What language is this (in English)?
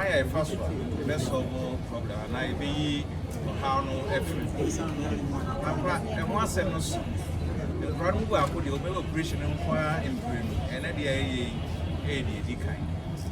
Akan